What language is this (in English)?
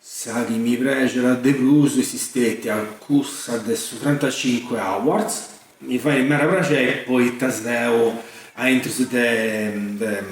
Sardinian